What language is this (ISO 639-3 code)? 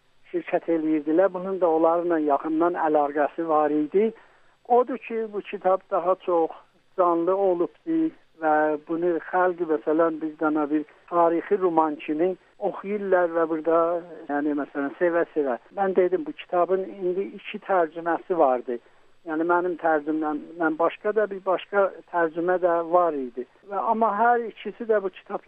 azb